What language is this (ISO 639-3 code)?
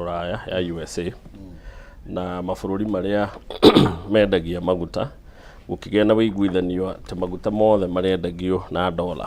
kik